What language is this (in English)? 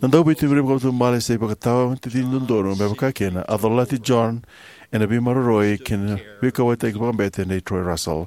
Fijian